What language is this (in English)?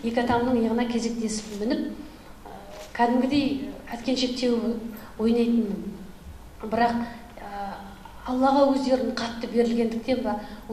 Kazakh